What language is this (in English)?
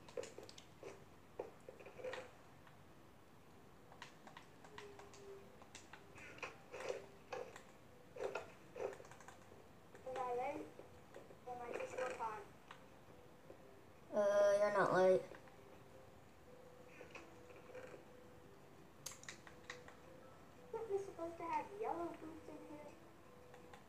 English